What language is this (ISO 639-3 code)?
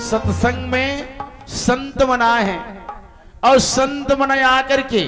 hne